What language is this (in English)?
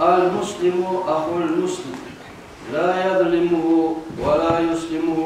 Kumyk